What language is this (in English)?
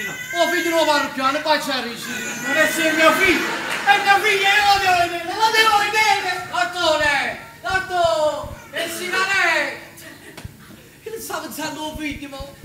Neapolitan